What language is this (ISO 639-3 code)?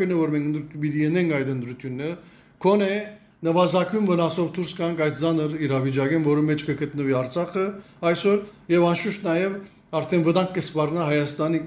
hyw